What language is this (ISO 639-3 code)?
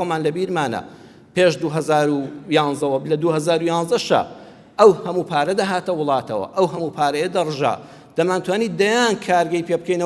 ckb